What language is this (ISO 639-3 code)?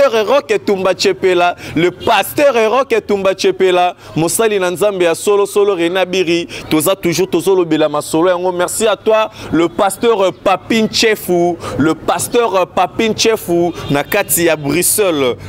lin